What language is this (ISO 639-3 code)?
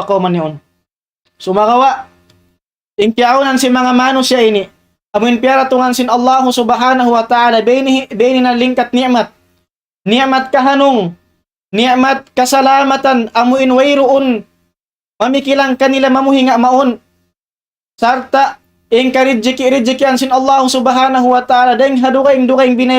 tsg